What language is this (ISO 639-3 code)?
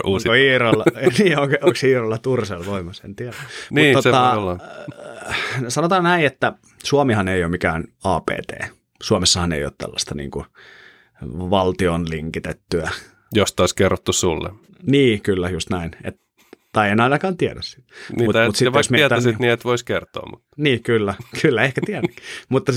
fin